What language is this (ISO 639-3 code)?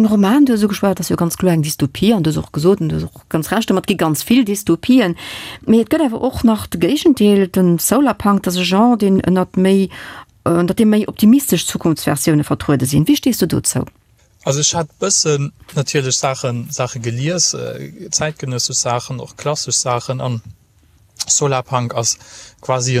ltz